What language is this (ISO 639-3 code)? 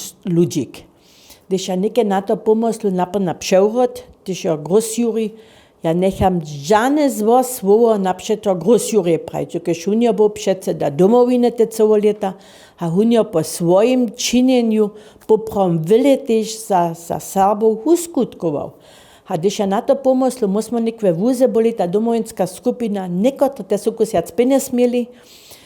hsb